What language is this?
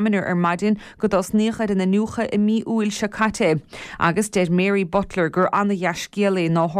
Irish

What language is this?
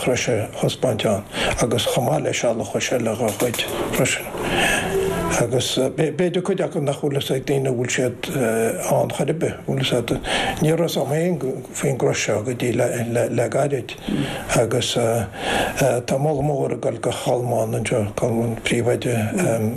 Irish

